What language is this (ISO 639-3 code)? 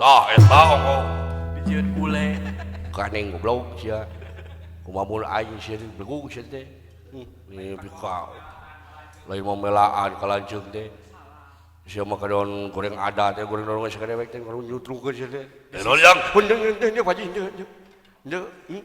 sun